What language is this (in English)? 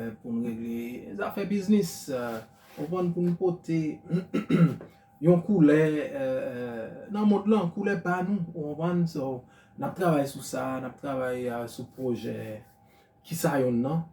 Haitian Creole